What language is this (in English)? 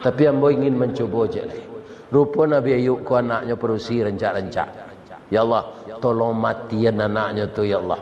Minangkabau